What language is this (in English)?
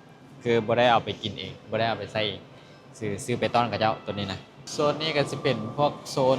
Lao